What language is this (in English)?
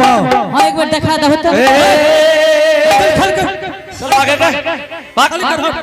Angika